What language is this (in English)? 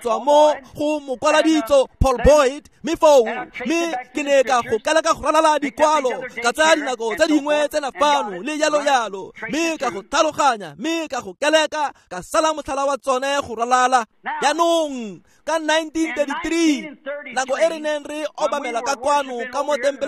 Tswana